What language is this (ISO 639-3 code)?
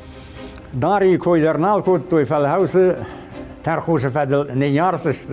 oss